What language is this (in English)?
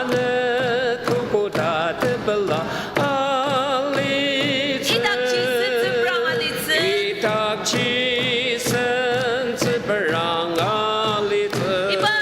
Ao Naga